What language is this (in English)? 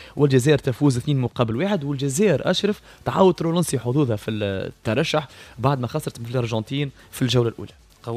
Tunisian Arabic